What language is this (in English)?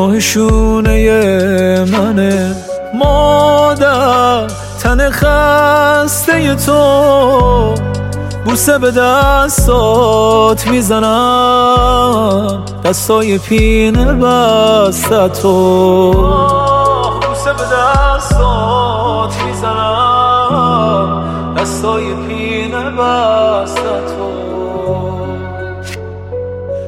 Persian